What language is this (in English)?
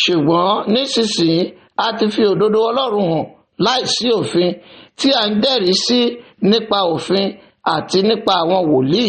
Yoruba